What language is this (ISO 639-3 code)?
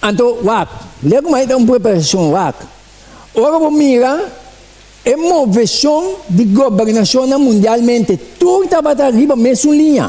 pap